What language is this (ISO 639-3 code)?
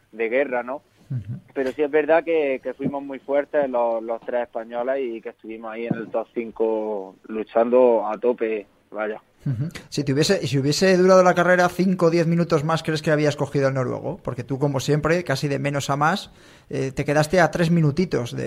spa